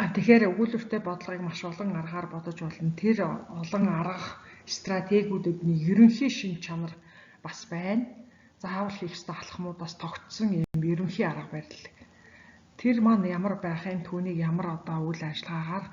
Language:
Mongolian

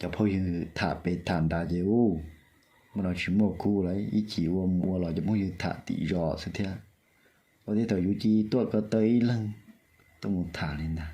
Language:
Hmong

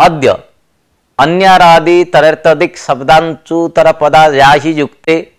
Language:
Sanskrit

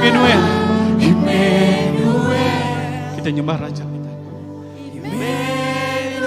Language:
Iban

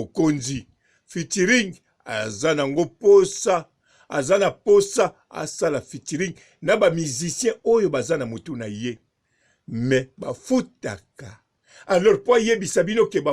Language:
Lingala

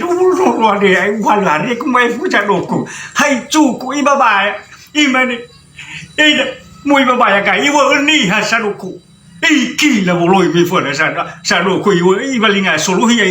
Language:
Nias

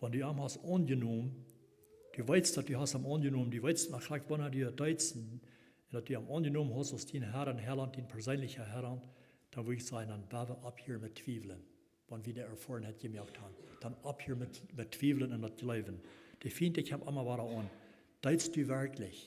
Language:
Plautdietsch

